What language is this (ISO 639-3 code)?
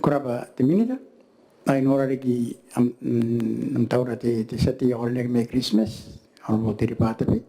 gil